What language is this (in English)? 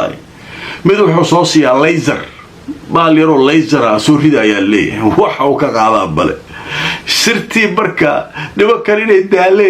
Somali